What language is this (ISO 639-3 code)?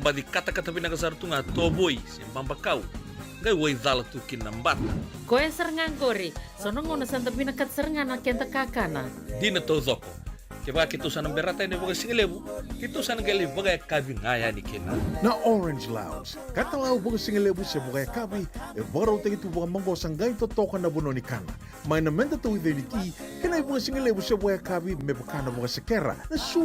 fij